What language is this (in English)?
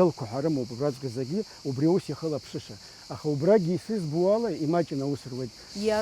Abkhazian